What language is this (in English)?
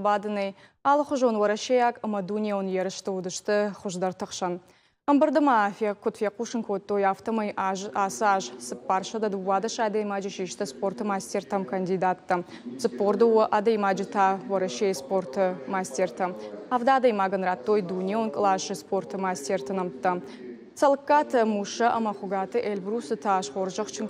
Ossetic